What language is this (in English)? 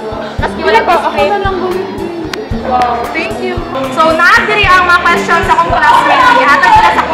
Cebuano